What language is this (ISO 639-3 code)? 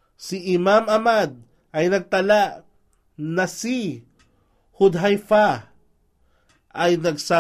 fil